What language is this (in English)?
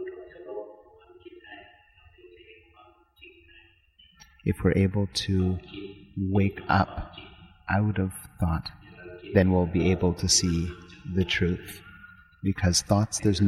English